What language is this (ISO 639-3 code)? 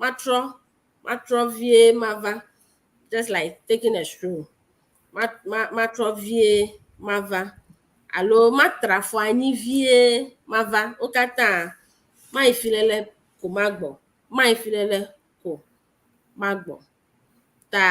ewe